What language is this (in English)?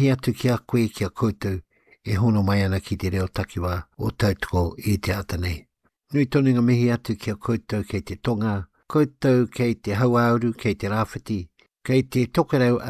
Māori